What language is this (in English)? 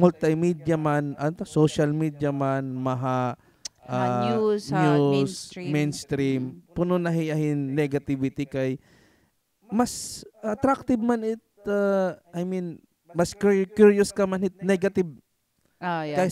Waray